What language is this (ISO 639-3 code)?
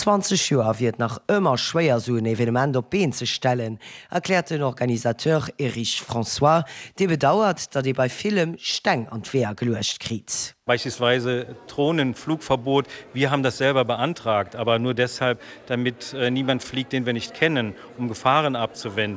ltz